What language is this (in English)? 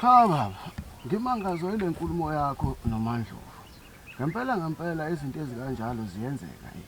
Zulu